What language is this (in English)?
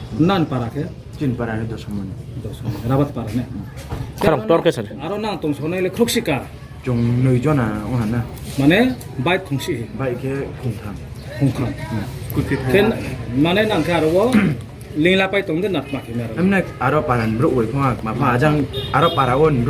Riang (India)